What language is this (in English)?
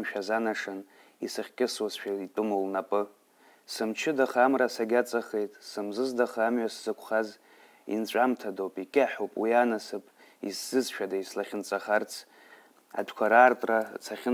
Abkhazian